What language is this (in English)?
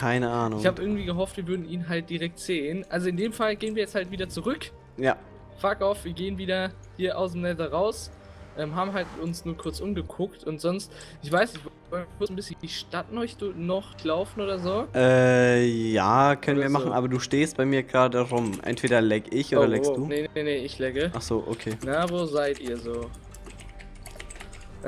German